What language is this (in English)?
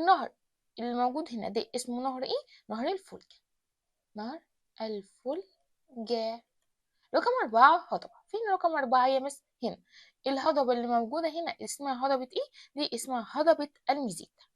Egyptian Arabic